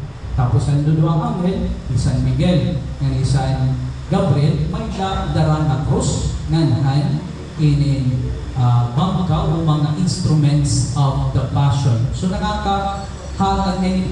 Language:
Waray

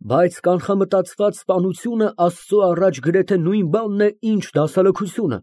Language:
Armenian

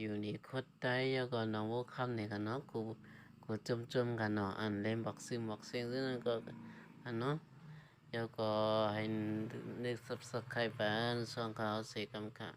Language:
Shan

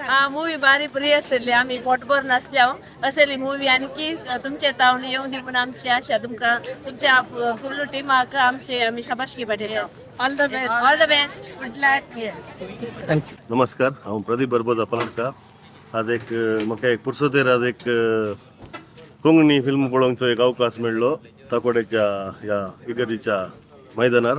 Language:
Konkani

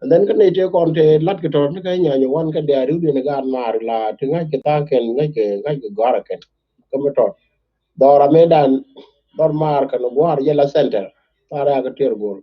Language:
Nuer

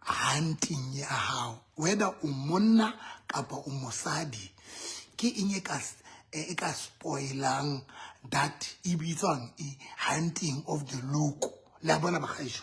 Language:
Southern Sotho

